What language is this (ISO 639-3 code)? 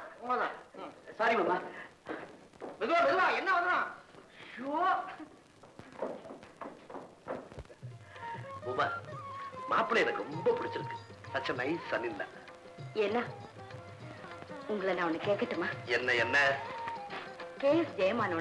tam